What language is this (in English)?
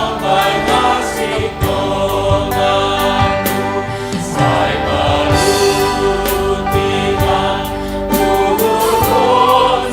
Batak Simalungun